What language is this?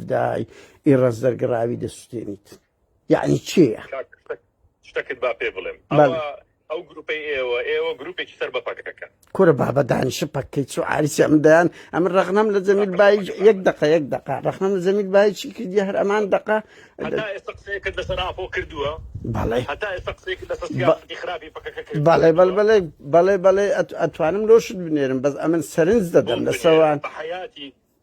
Central Kurdish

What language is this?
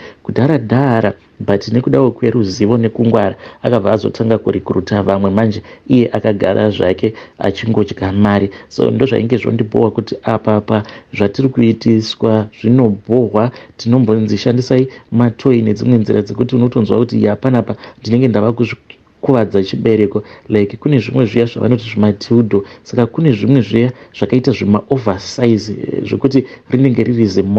Shona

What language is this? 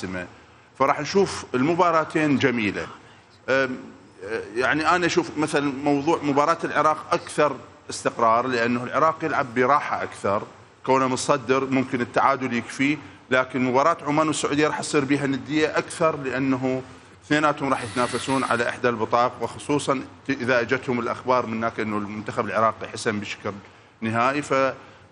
Mesopotamian Arabic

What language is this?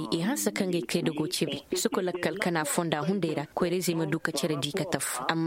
Koyraboro Senni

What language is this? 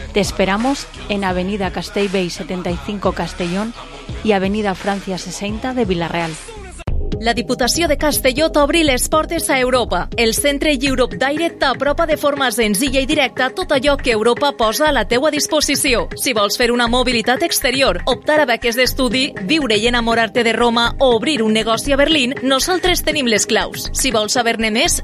Catalan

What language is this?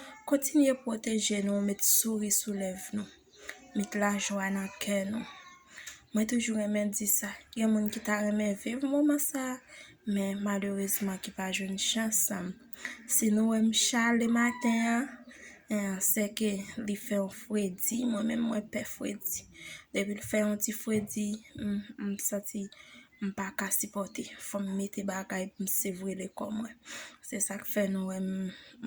Haitian Creole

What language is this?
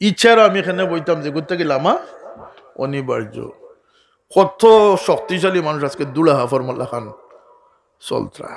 Sylheti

